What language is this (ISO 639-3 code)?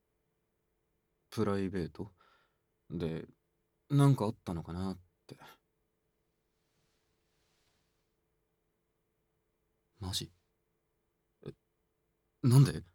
jpn